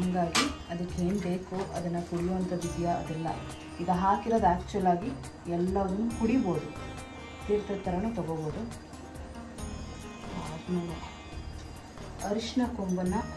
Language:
Kannada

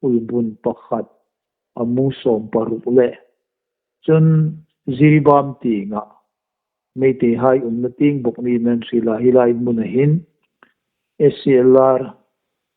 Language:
Hmar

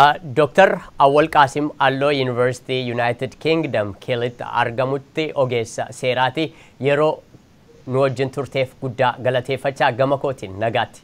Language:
Oromo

